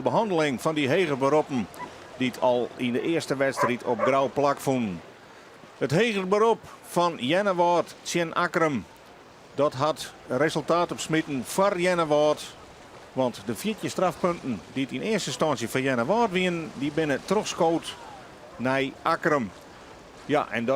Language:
Western Frisian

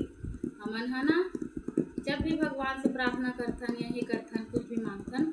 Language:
Chhattisgarhi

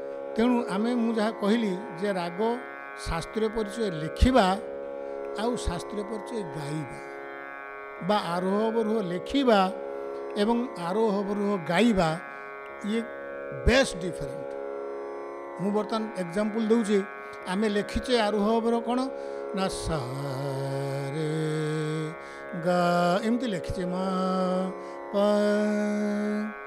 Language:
Odia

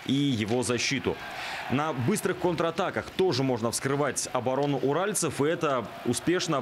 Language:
Russian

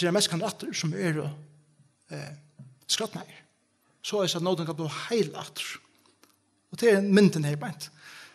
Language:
Faroese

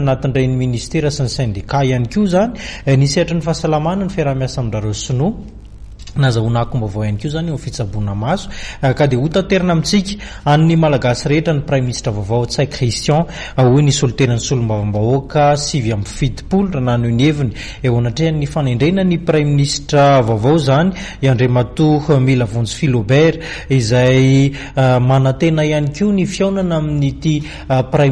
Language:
Malagasy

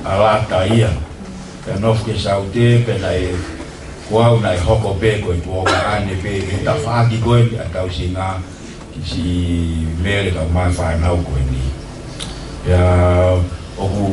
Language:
Tongan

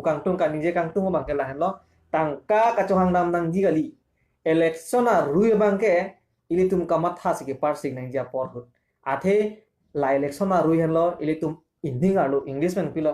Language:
Karbi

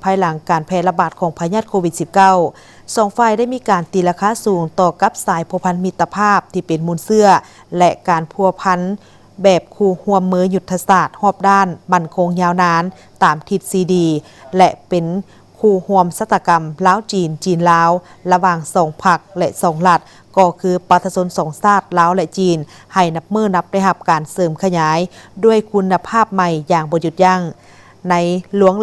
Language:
Lao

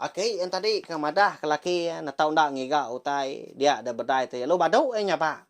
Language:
Iban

